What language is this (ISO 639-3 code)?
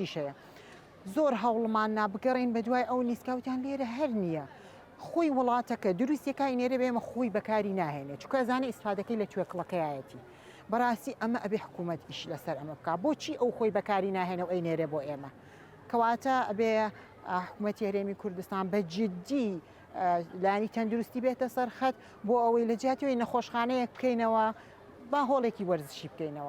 ckb